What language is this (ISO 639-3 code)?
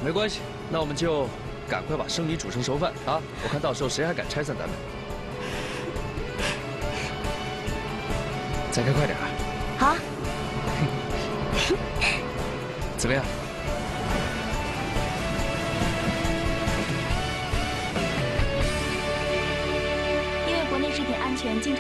zho